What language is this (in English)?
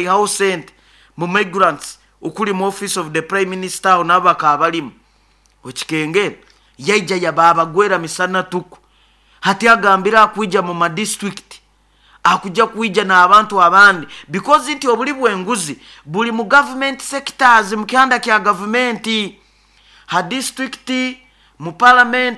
Nyoro